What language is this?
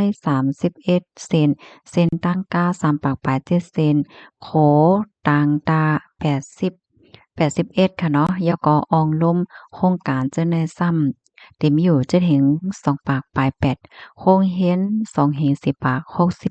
Shan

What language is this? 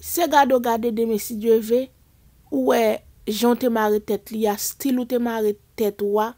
Haitian Creole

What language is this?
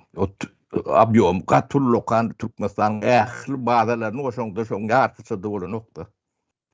Turkmen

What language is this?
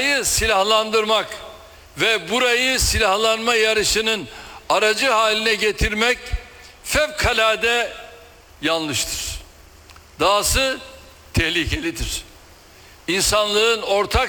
Turkish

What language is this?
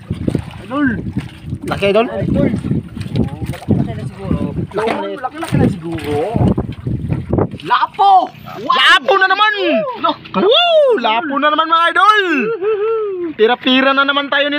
Filipino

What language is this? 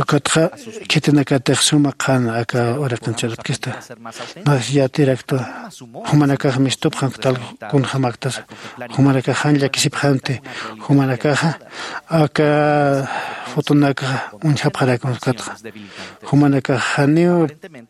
Aymara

